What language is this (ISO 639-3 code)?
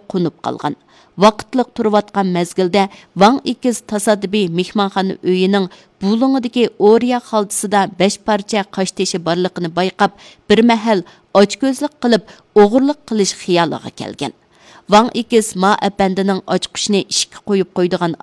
uig